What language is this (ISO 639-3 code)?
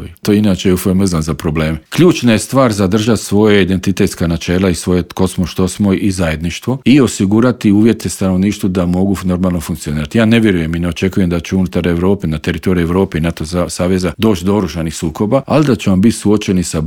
hrv